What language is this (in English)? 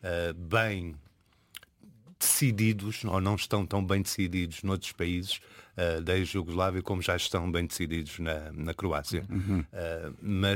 Portuguese